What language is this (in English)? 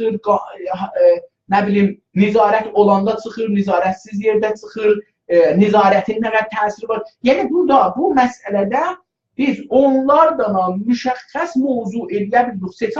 South Azerbaijani